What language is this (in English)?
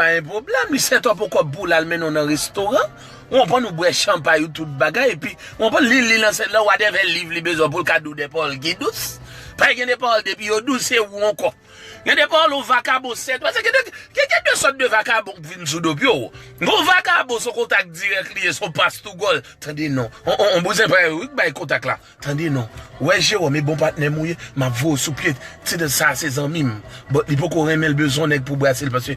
Haitian Creole